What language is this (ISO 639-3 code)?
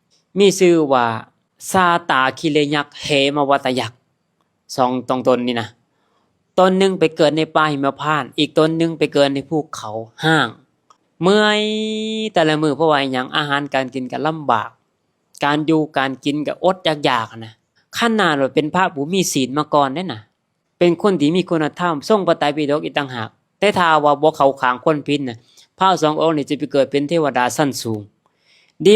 lao